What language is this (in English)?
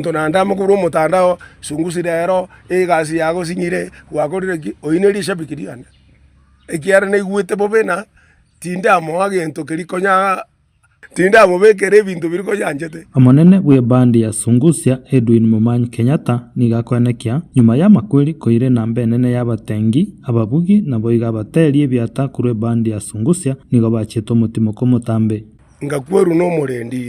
Gusii